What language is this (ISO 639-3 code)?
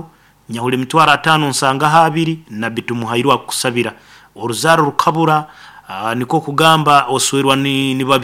nyn